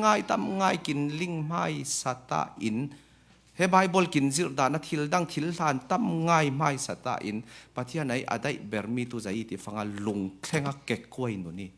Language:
Falam Chin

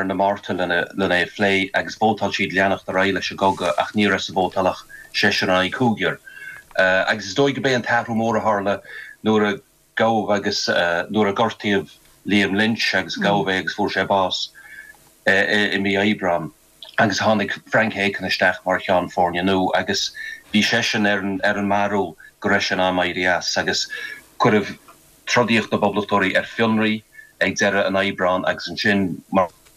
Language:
Irish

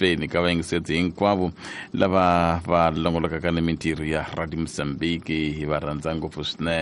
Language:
Tsonga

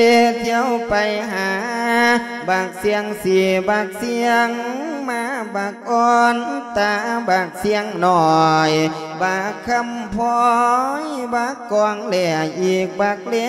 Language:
Lao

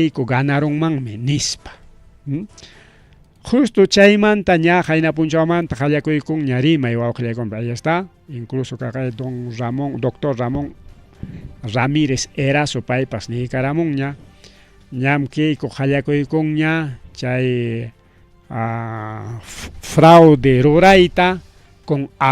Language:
Ayacucho Quechua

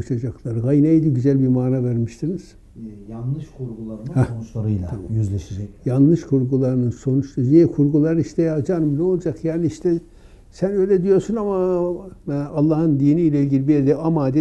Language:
Turkish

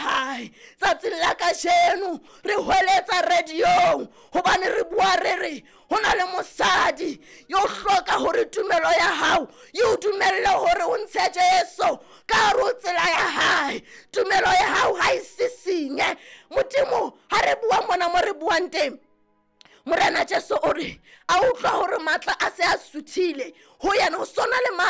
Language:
Southern Sotho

